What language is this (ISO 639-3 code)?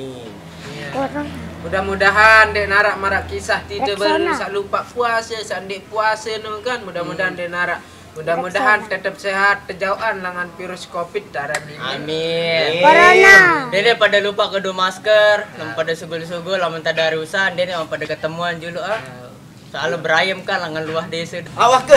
sas